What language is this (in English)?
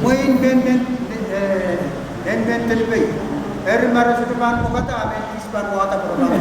Pohnpeian